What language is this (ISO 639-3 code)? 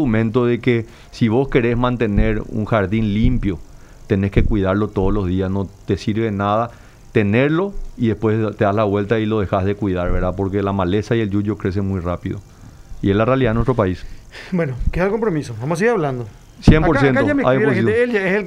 spa